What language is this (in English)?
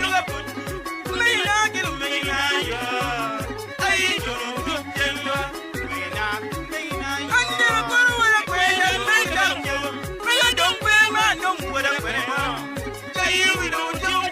Acoli